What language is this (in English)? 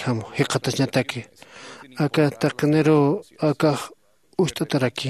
Aymara